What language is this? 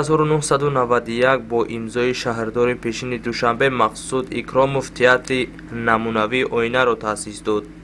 Tajik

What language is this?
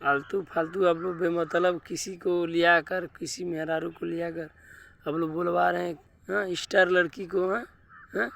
Bhojpuri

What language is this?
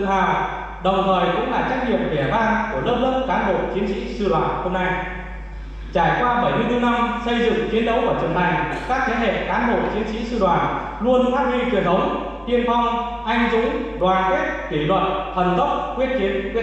Vietnamese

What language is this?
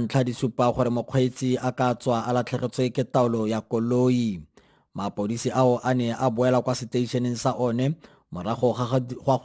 Tswana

